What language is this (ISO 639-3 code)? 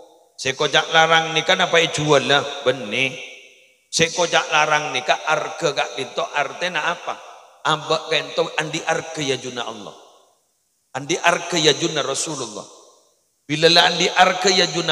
mad